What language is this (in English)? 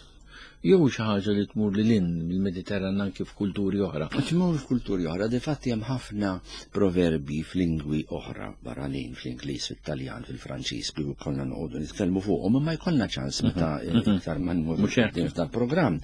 Maltese